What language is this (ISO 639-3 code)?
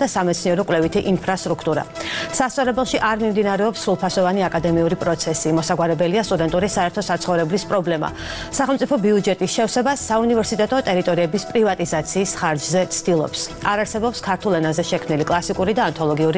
kat